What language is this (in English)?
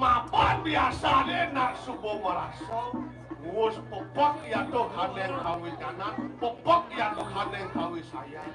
Balinese